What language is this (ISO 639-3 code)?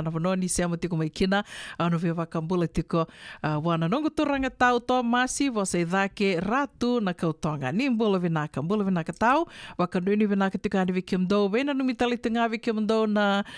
fij